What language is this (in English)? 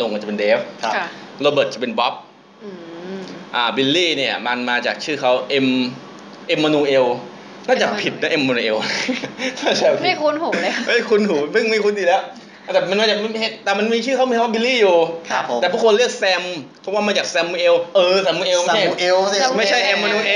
Thai